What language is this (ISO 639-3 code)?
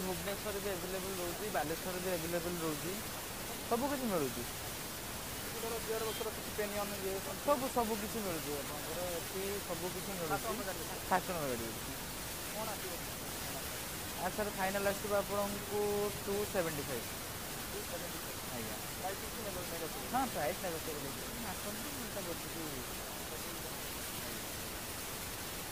ori